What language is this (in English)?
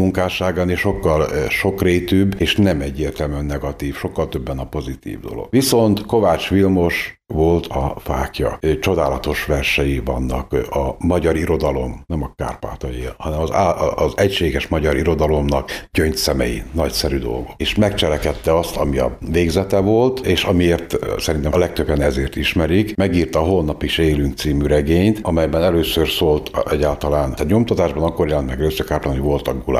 Hungarian